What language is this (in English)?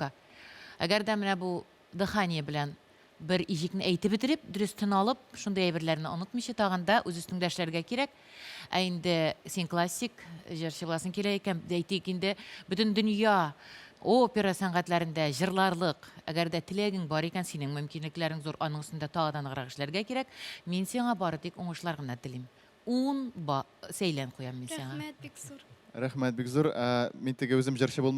Tatar